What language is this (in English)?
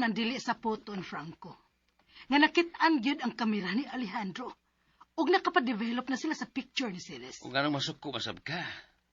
Cebuano